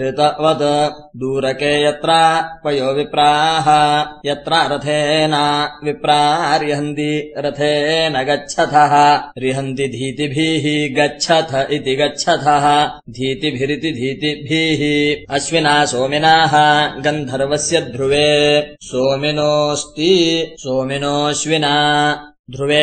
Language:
Sanskrit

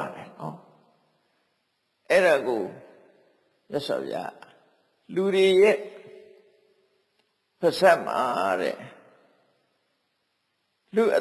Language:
Burmese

